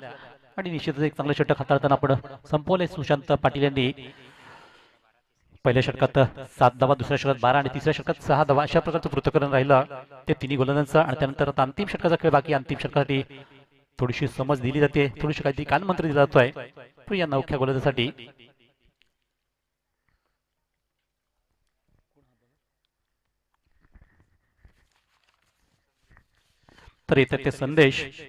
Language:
Marathi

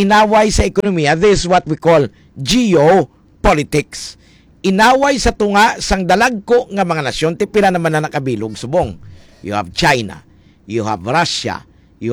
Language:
Hiligaynon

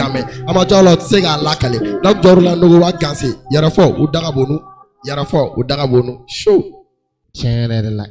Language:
Bambara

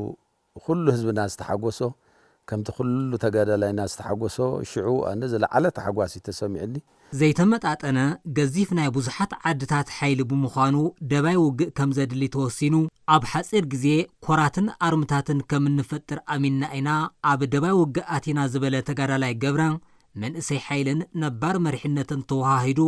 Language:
Tigrinya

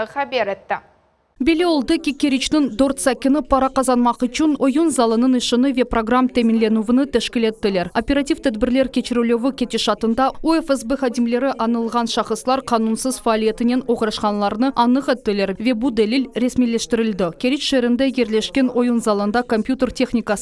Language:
Crimean Tatar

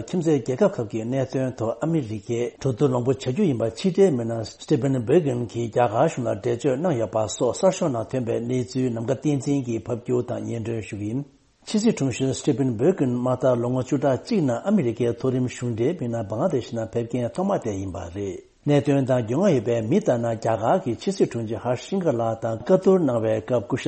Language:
Tibetan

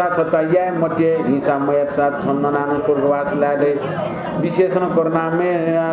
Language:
Newari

